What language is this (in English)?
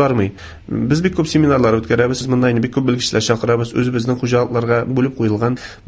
Tatar